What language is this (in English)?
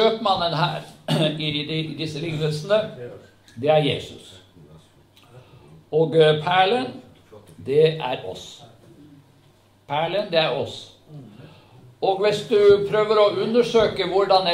Norwegian